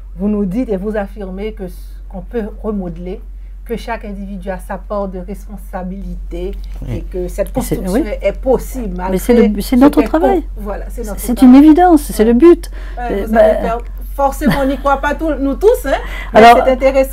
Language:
French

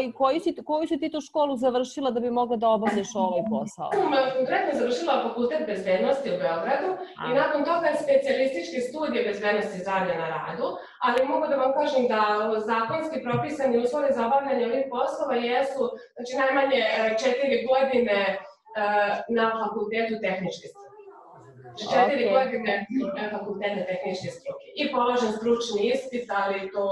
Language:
Serbian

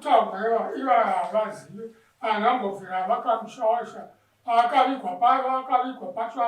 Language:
Shona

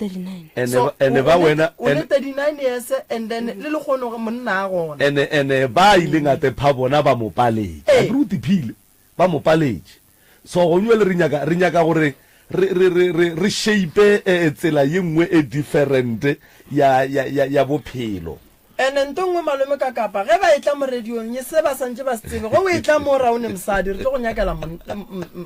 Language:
Northern Sotho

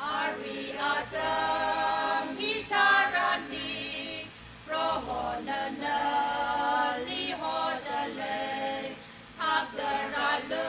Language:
Tangkhul Naga (India)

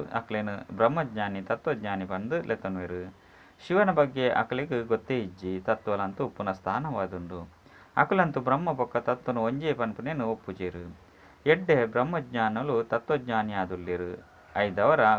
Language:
Tulu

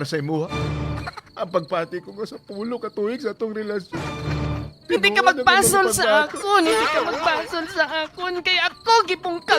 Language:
Hiligaynon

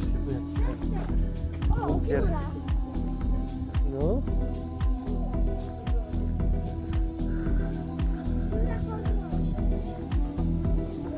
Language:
Polish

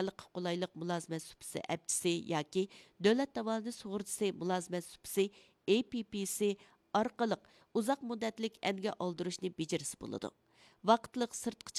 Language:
Uyghur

